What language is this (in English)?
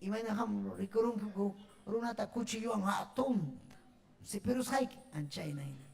Ayacucho Quechua